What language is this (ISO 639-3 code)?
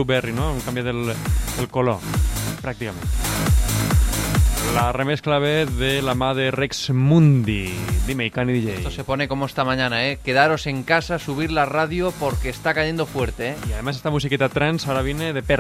spa